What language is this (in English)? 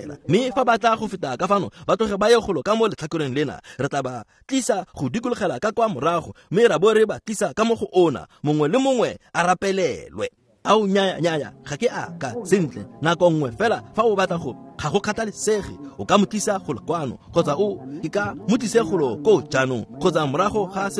Tswana